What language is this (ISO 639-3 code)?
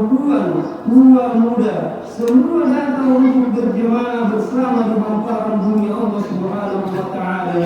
mak